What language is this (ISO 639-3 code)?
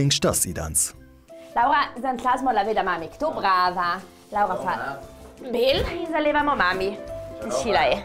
lld